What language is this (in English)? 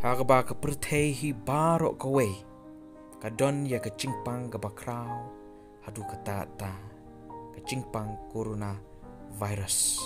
Khasi